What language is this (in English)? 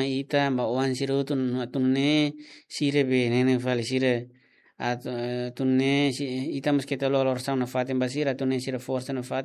Tetum